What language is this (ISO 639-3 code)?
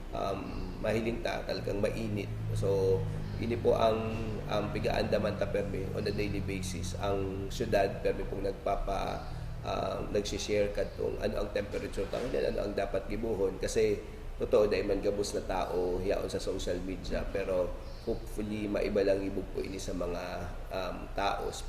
bik